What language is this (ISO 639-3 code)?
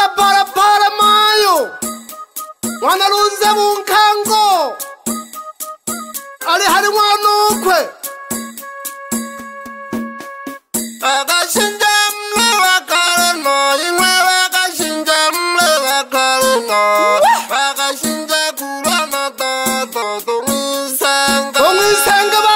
swa